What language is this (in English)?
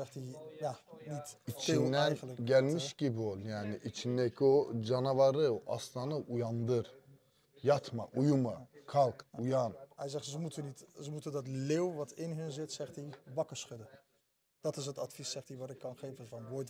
Dutch